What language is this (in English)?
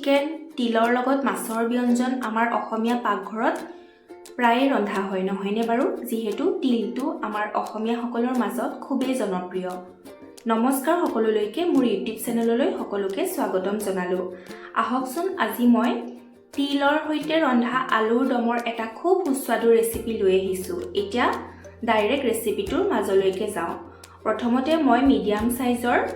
Assamese